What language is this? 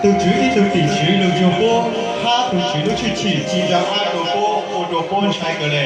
Hmong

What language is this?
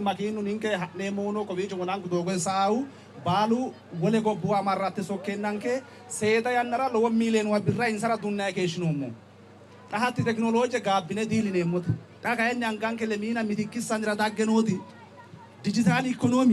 Sidamo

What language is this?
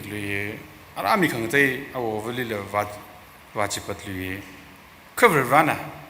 Tangkhul Naga (India)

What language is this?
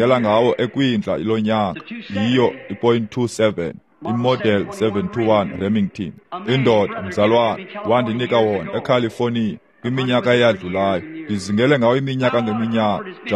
Xhosa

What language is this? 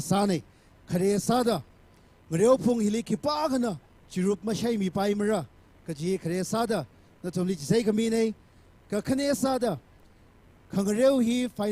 Tangkhul Naga (India)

